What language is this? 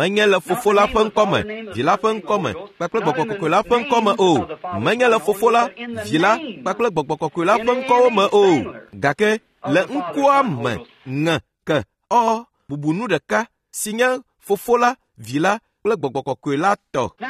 Ewe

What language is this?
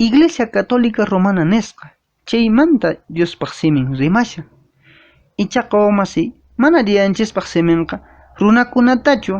Quechua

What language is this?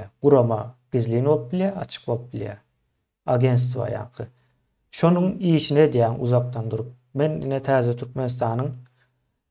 Turkmen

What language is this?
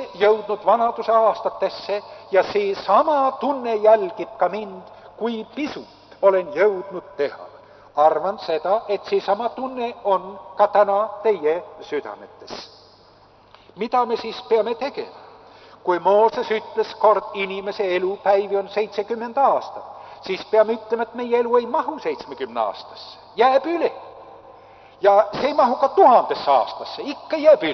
Estonian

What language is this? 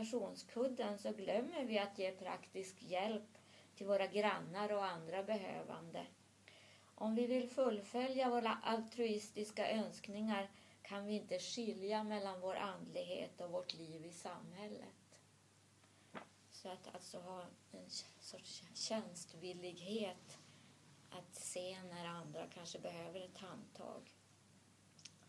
Swedish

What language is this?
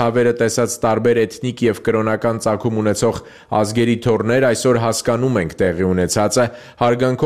Armenian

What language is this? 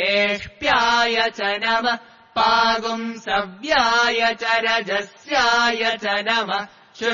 Sanskrit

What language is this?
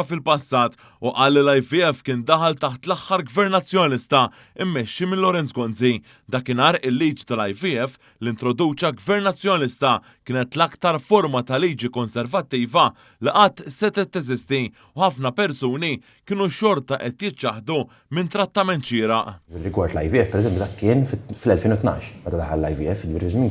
Maltese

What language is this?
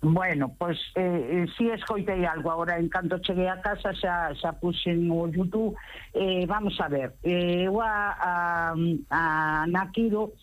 Galician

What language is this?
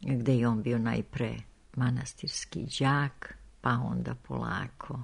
Serbian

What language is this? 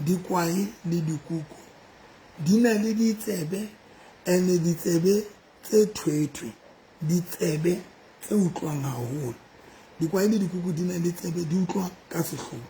Southern Sotho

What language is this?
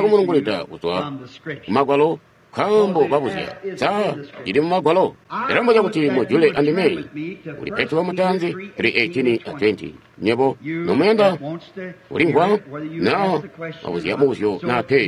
Tonga (Zambia)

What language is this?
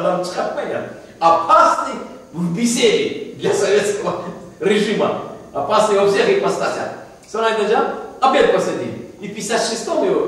Crimean Tatar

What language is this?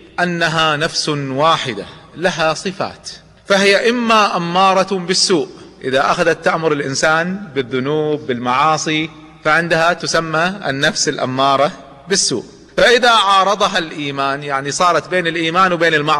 Arabic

